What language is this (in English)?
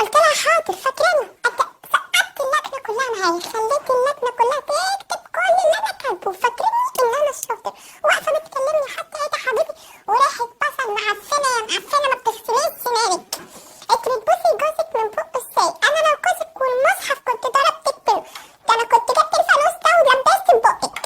Egyptian Arabic